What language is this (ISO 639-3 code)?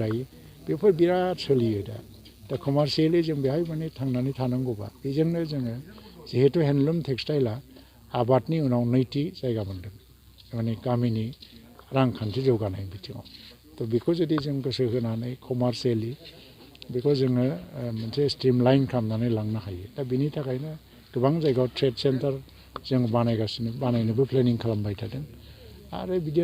brx